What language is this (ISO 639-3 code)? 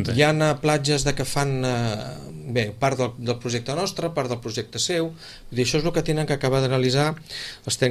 cat